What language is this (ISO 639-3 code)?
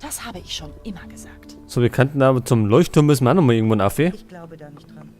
bar